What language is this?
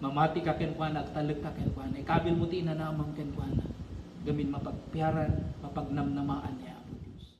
Iloko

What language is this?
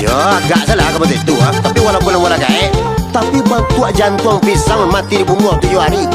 Minangkabau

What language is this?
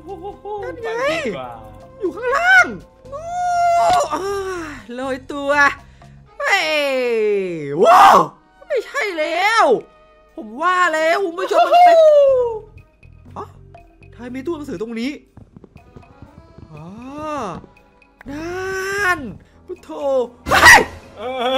Thai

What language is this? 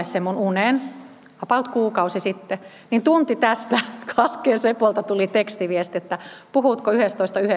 Finnish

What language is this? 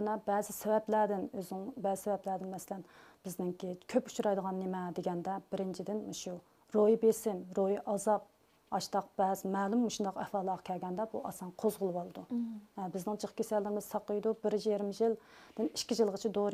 Uyghur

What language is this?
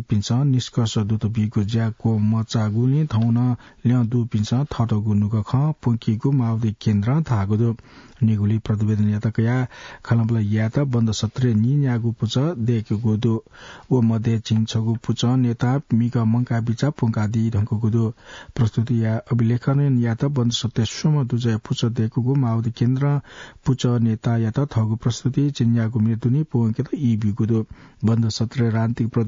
Newari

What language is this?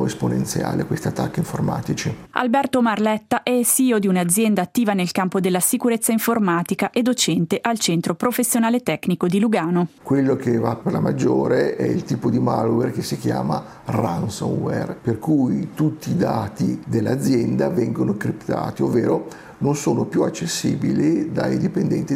Italian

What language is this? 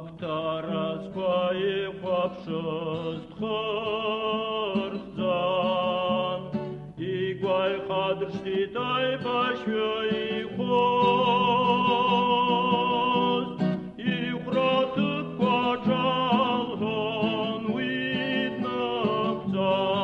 Abkhazian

